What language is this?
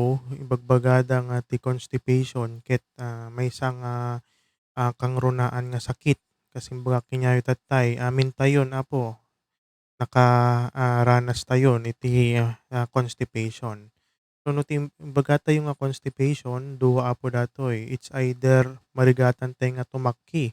Iloko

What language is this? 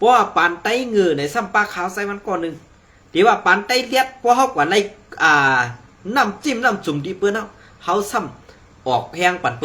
Shan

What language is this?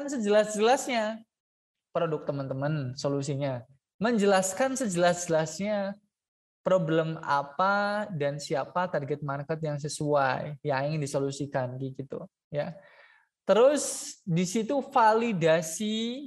Indonesian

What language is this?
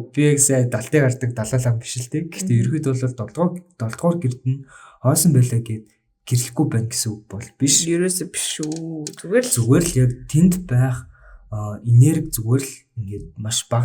Mongolian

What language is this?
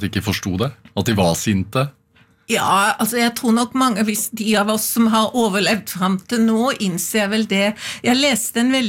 Norwegian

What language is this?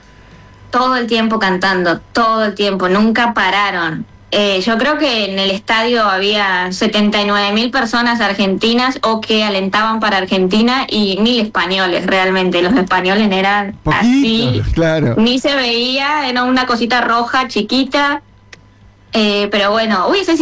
Spanish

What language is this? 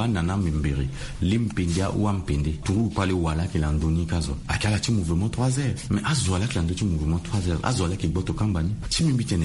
Sango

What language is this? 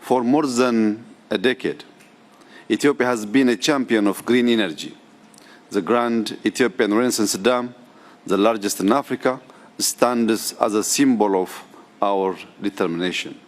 English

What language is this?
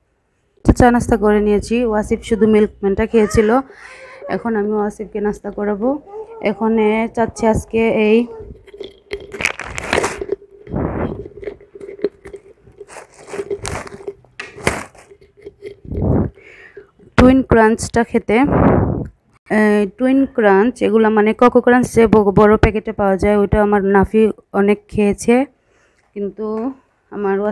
Bangla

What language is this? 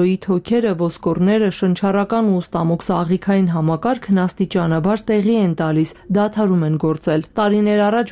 Armenian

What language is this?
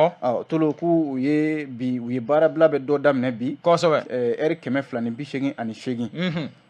Bambara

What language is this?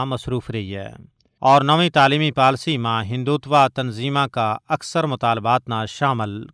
Gujari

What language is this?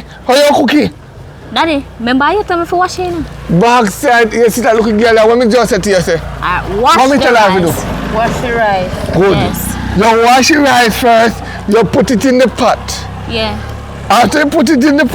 Jamaican Creole English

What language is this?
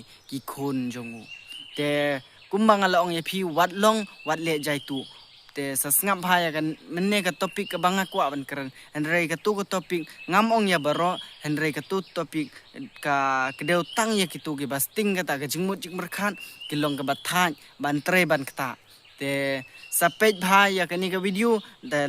Khasi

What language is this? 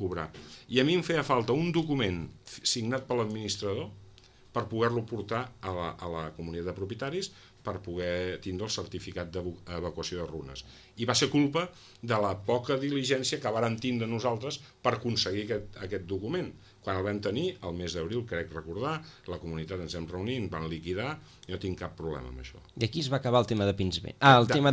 Catalan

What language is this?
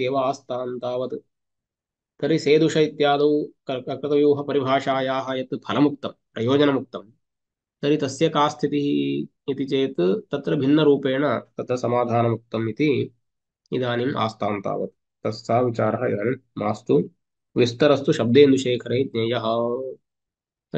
Sanskrit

